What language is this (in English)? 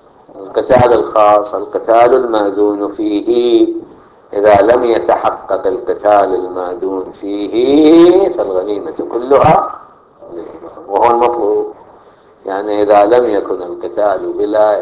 Arabic